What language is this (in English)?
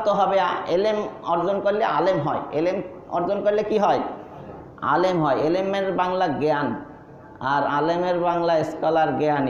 Bangla